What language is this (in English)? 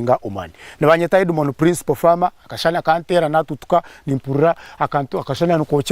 Nyankole